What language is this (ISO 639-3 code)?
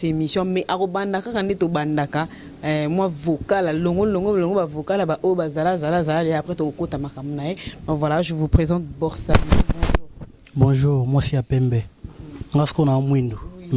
lin